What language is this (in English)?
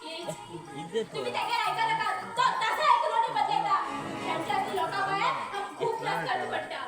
Konkani